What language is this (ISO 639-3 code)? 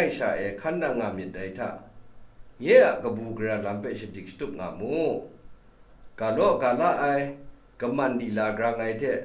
kac